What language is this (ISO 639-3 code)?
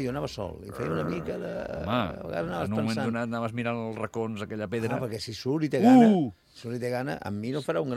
cat